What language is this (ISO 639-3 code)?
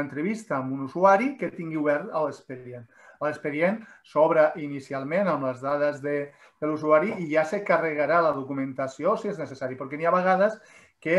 cat